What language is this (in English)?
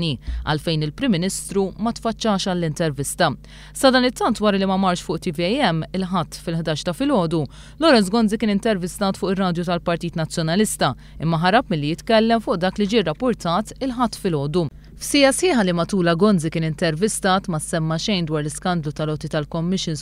Maltese